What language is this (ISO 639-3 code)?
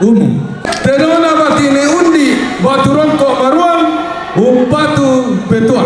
sda